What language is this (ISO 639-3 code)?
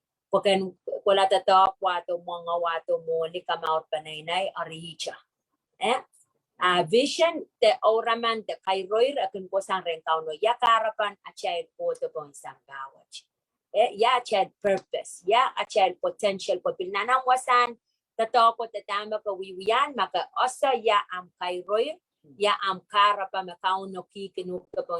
pon